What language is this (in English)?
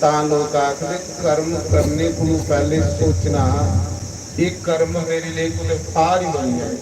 Dogri